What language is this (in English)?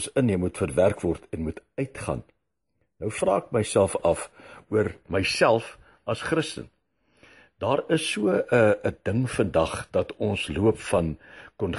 Afrikaans